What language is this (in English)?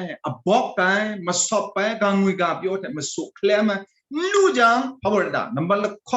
Kachin